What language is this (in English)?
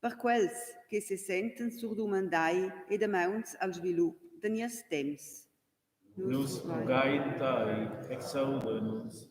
Romansh